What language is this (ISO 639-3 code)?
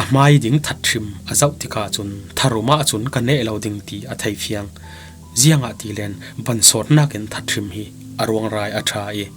cfm